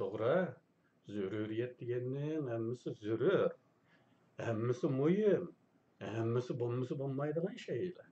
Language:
Uyghur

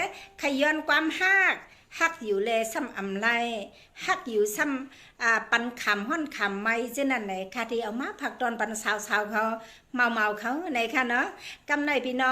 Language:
Shan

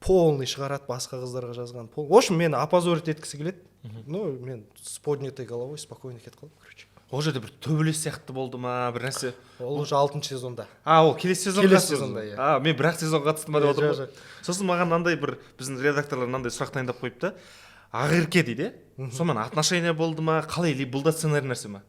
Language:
Kazakh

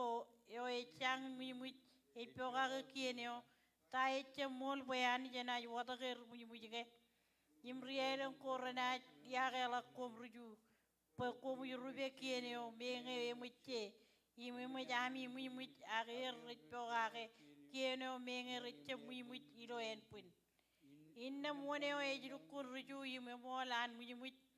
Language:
Marshallese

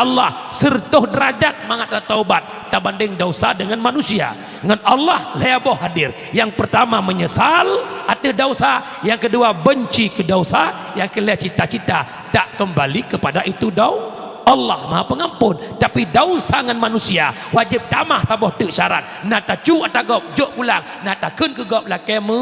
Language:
Achinese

